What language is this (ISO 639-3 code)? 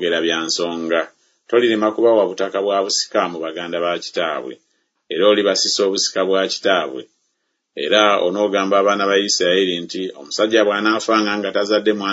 lug